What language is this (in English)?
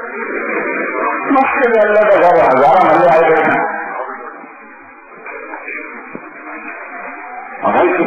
Urdu